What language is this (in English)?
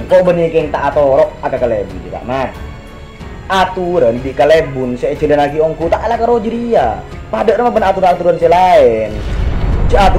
Madurese